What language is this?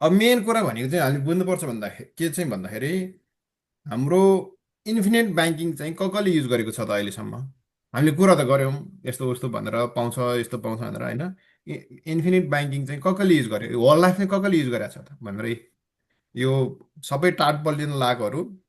Nepali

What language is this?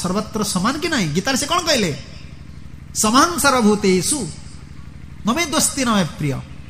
Odia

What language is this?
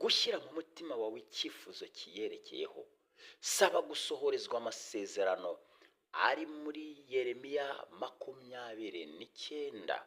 Kinyarwanda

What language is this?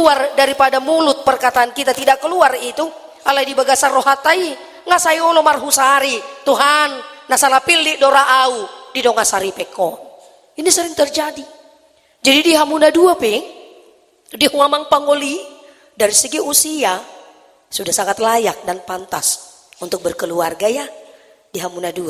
Batak Toba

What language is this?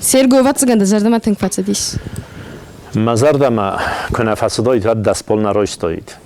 Ossetic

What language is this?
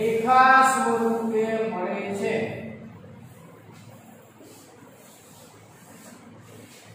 Gujarati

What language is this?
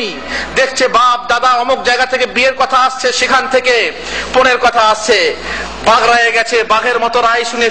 Bangla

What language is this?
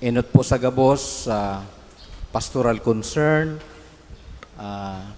Bikol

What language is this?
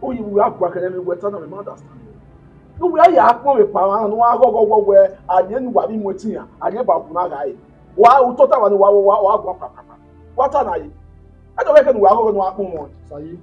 Bini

